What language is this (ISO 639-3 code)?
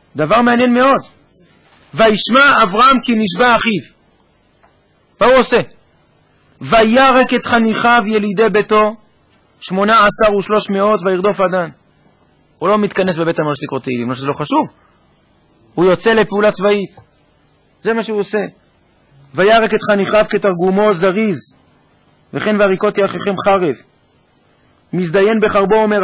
heb